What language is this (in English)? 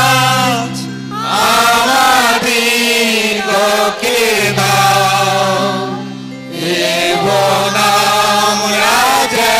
Bangla